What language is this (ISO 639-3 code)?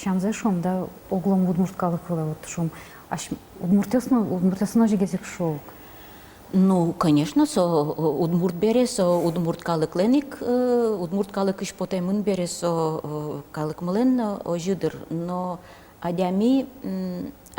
udm